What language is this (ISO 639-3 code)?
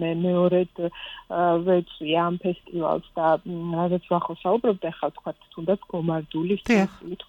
kat